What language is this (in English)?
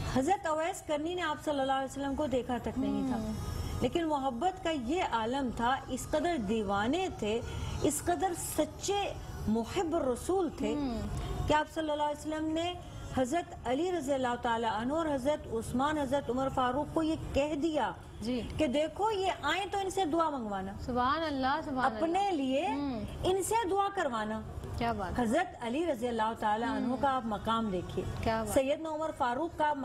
Urdu